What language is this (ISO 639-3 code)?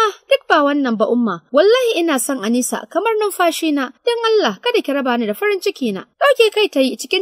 hau